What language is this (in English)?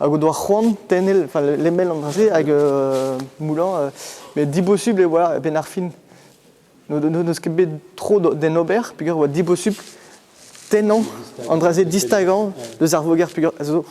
Breton